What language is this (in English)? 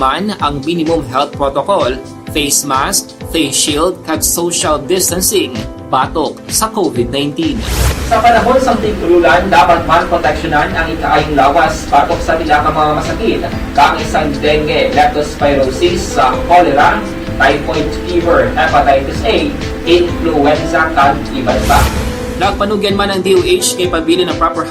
Hiligaynon